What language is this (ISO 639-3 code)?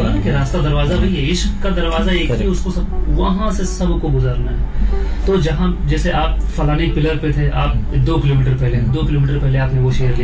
hin